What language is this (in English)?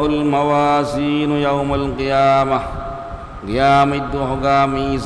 Divehi